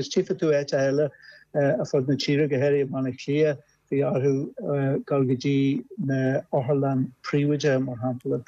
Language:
Irish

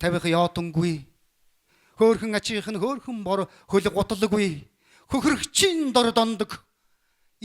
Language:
Mongolian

